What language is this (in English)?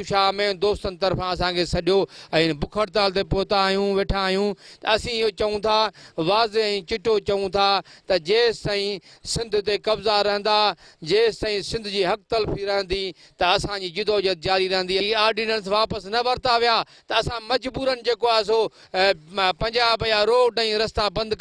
Sindhi